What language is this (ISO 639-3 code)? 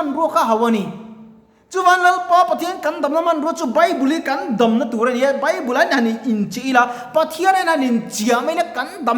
lus